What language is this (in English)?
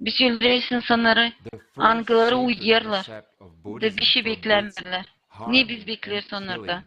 Gagauz